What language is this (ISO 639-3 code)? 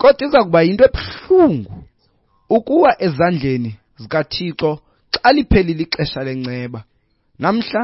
xho